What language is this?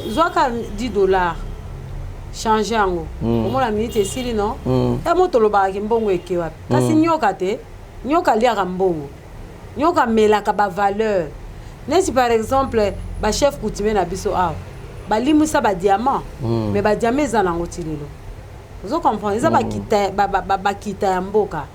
Lingala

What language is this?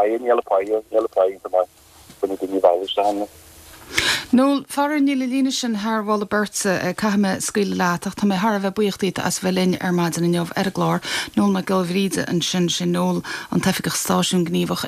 Irish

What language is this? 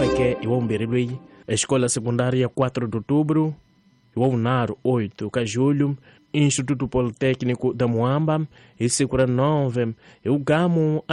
Tsonga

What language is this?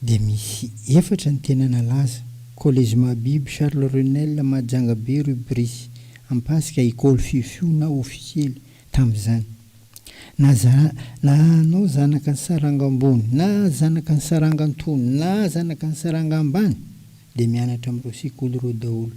Malagasy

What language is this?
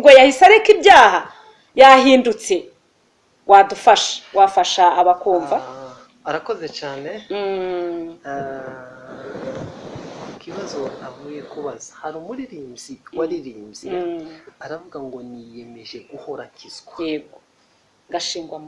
Kinyarwanda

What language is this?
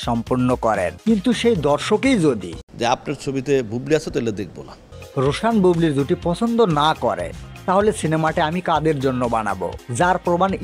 Bangla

